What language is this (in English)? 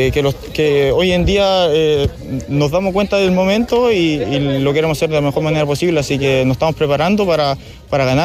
Spanish